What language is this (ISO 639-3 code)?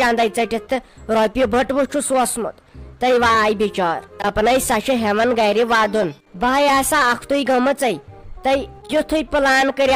kas